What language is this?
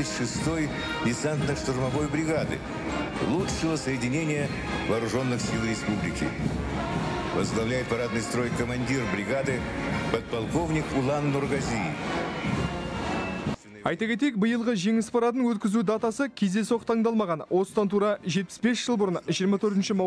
Kazakh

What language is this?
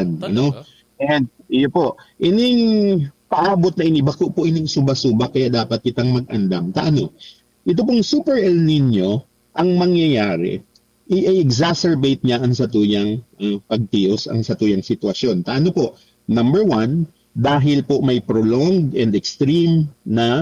Bikol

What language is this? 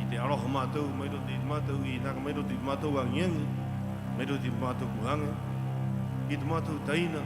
Rapanui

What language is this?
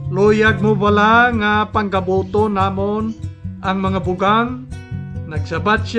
Hiligaynon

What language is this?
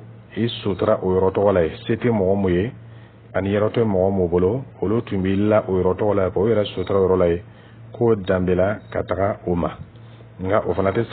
Dyula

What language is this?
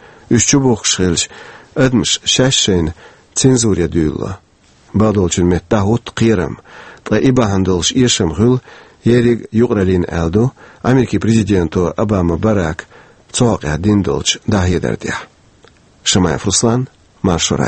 Chechen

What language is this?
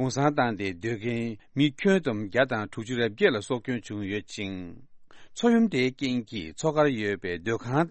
Tibetan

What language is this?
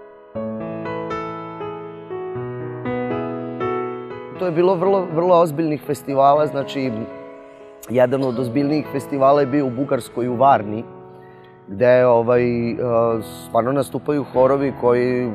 Serbian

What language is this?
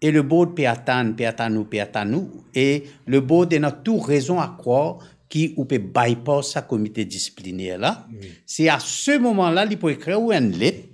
Morisyen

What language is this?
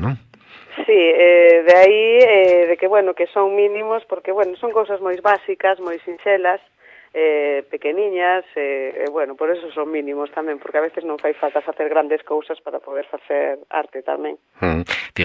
Galician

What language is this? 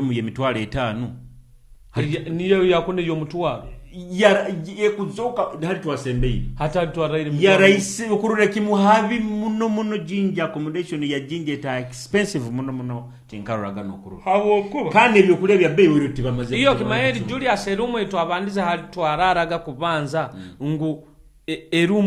Nyoro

